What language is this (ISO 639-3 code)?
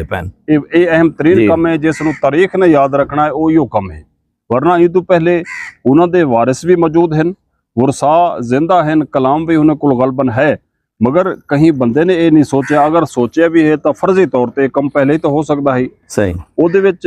skr